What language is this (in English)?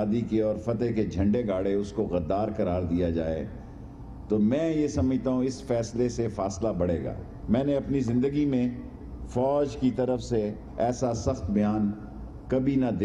Urdu